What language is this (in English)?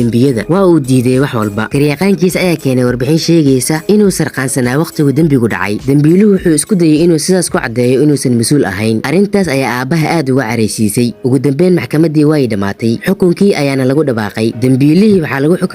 Somali